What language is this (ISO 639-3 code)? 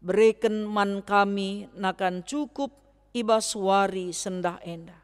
btx